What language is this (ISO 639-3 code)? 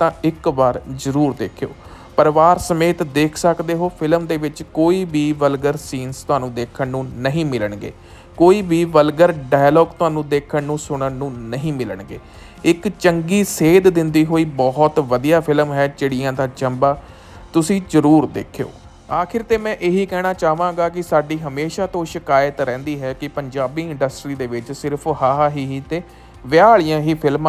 pan